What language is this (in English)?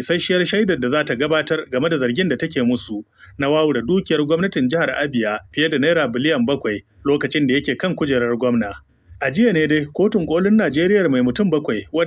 Hausa